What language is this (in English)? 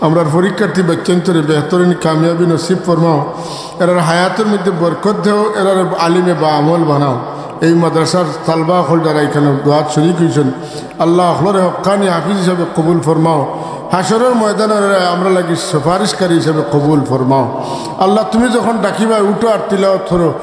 Sylheti